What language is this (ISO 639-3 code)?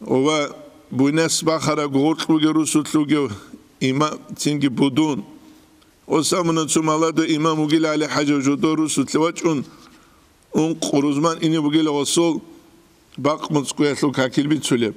ava